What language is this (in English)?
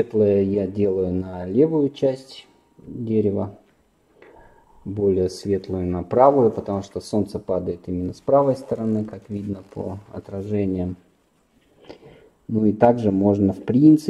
Russian